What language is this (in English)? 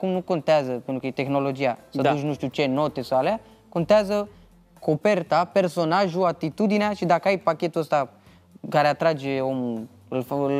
Romanian